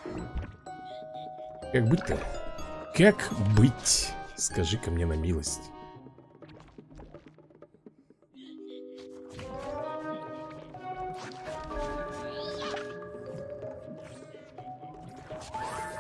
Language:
Russian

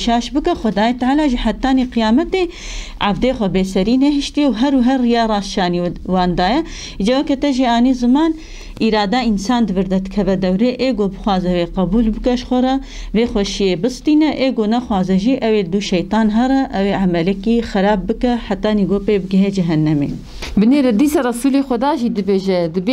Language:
Kurdish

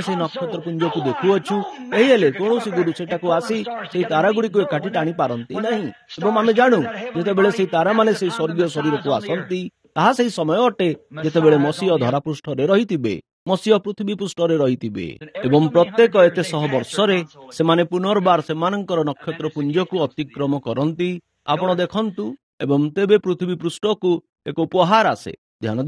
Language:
Odia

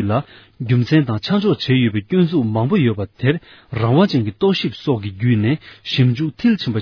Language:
Tibetan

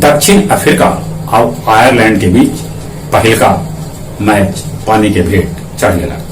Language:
Magahi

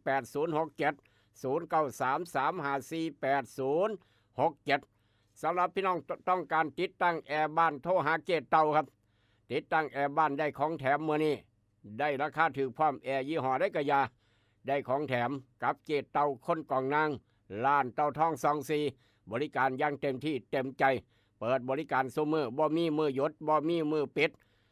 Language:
Northeastern Thai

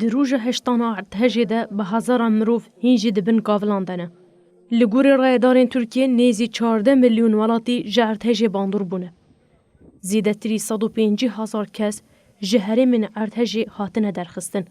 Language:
Kurdish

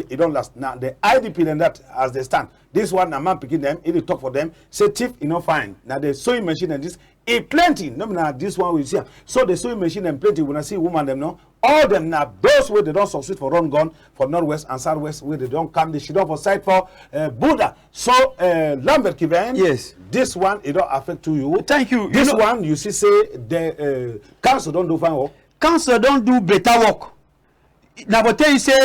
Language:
Cameroon Pidgin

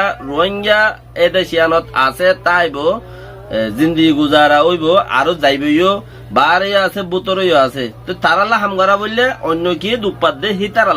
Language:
Rohingya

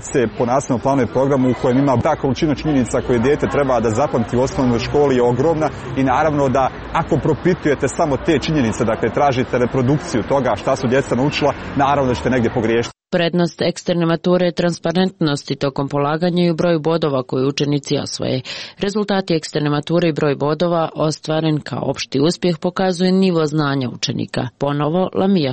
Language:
Serbian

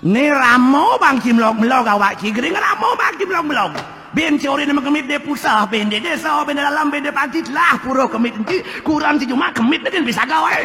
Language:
Balinese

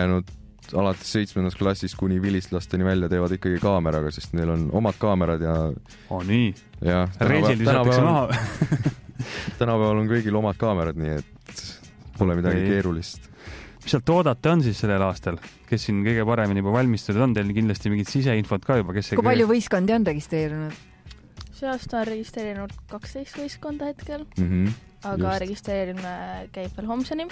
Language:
Estonian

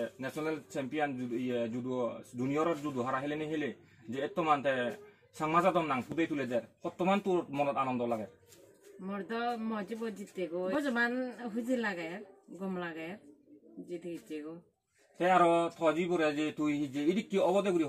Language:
Chakma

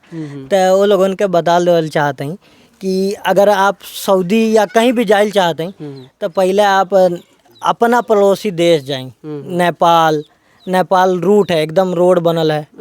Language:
Bhojpuri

